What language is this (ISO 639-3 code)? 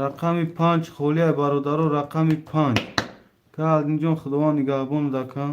tgk